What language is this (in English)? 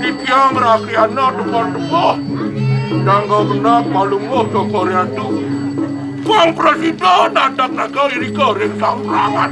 Balinese